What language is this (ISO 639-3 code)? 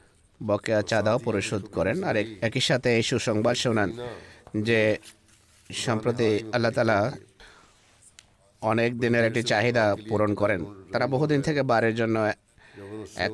ben